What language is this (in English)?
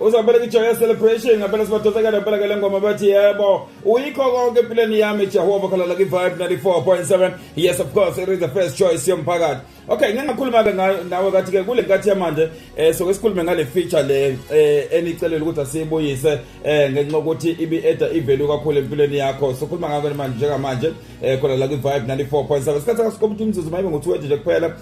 Zulu